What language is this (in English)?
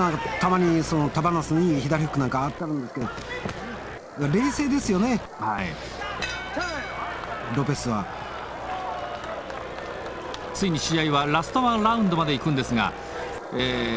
Japanese